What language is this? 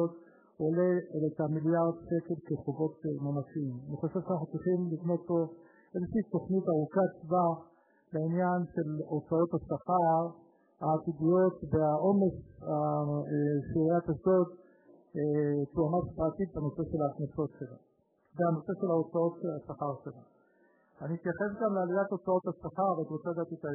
Hebrew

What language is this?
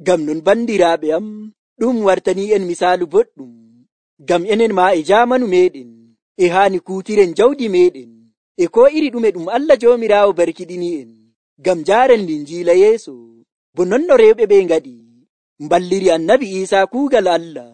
Nigerian Fulfulde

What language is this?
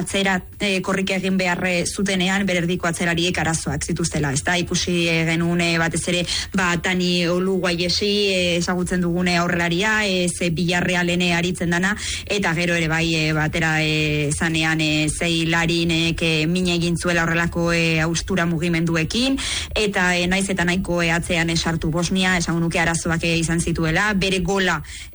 Basque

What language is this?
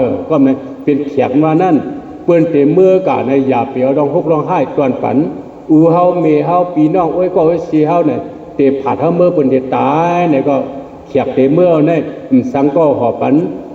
Shan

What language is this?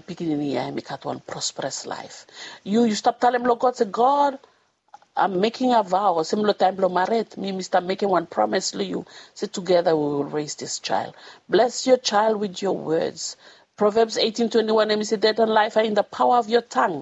Bislama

